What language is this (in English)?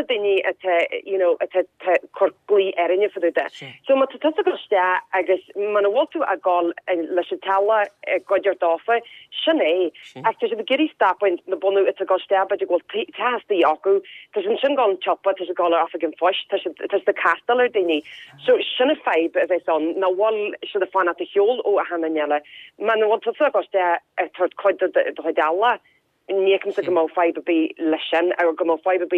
Irish